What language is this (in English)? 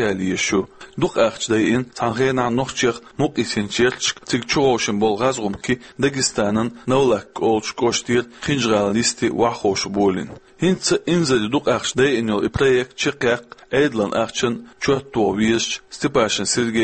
Chechen